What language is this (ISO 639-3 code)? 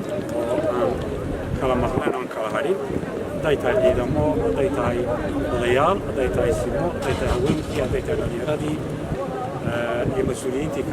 som